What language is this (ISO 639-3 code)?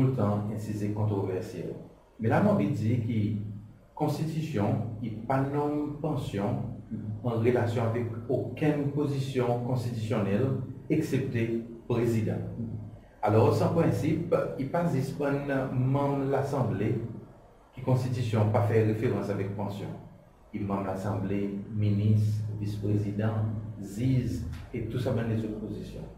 crs